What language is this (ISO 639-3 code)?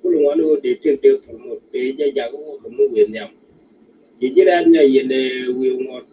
nus